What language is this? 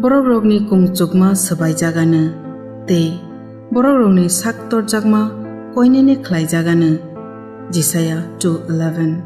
Kok Borok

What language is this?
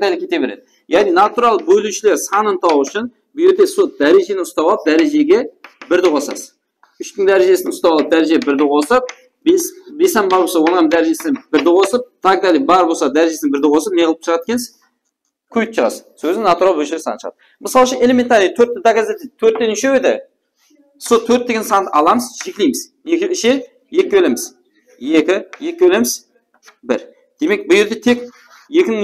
Kara-Kalpak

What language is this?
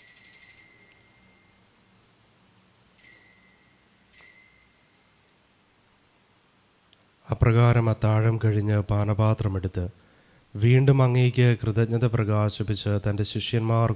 Malayalam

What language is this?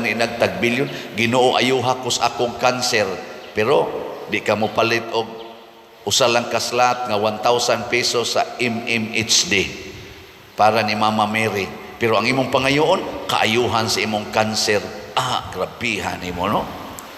Cebuano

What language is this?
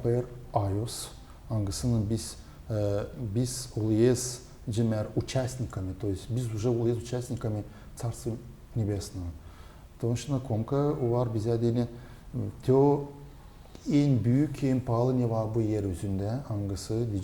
Gagauz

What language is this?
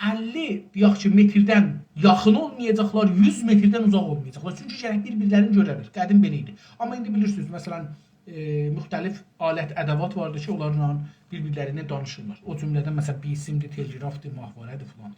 South Azerbaijani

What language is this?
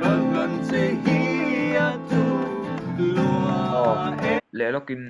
Mizo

